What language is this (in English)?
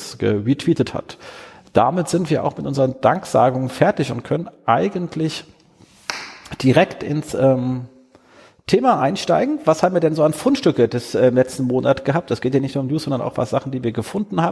German